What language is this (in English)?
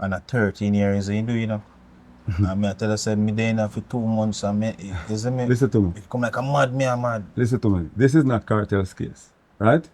Jamaican Creole English